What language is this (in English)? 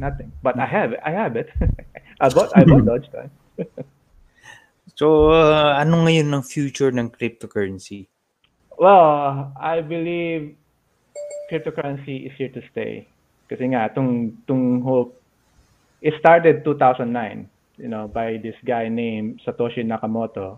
Filipino